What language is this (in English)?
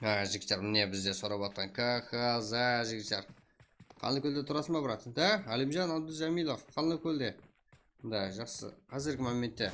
Kara-Kalpak